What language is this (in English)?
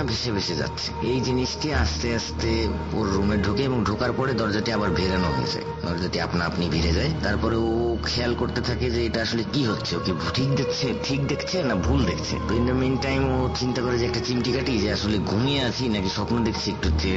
Bangla